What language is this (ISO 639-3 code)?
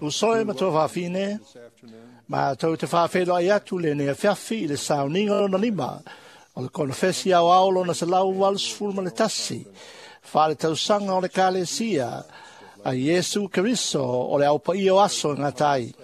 smo